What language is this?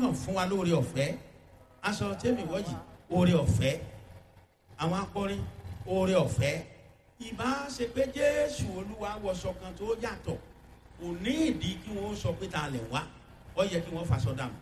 Yoruba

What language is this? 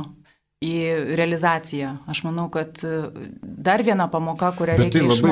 Lithuanian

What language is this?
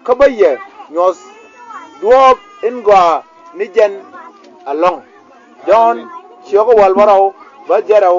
Nuer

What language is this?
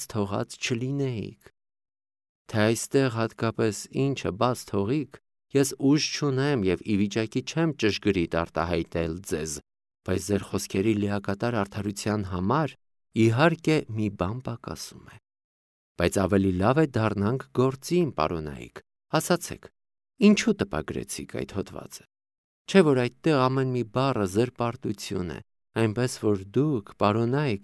Armenian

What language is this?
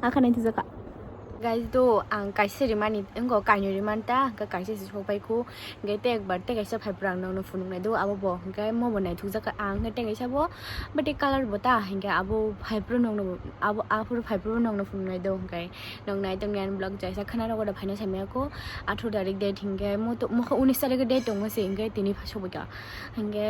Kok Borok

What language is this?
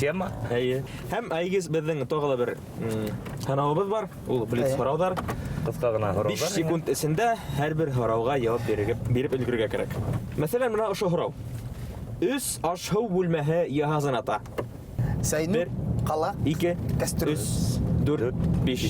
Bashkir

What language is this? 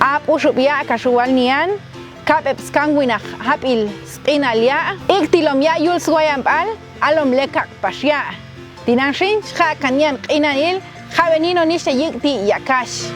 Popti'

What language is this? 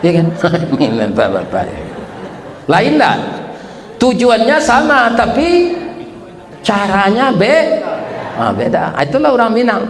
Minangkabau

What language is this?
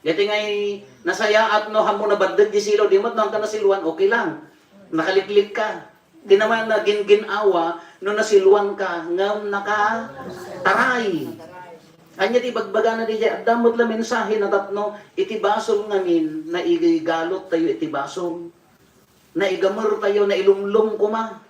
Iloko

